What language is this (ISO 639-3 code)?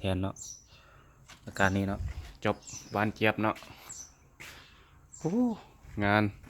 lao